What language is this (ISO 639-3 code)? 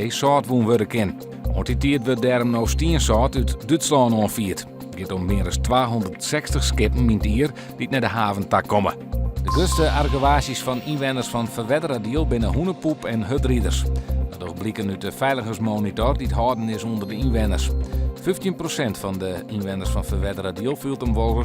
fry